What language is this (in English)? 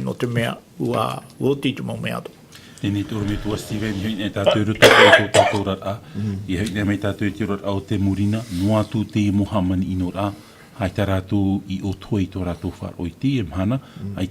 Tahitian